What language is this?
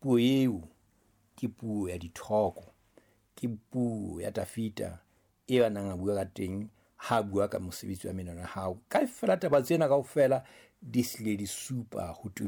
Southern Sotho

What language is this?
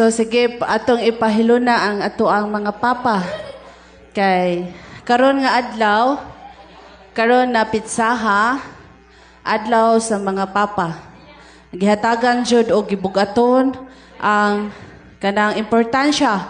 Cebuano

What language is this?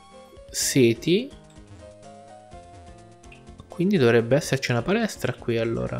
Italian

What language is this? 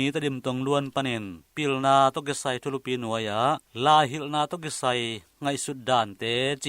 Tedim Chin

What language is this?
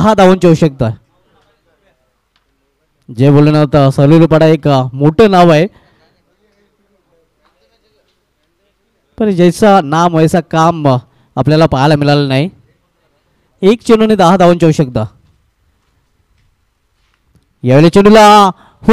Marathi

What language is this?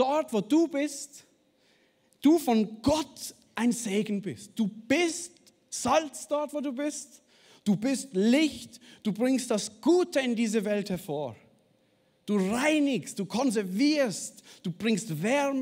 Swiss German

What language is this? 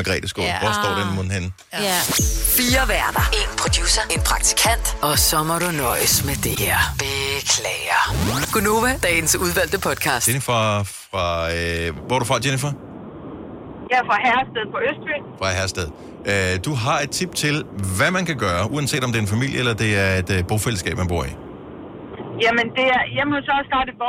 Danish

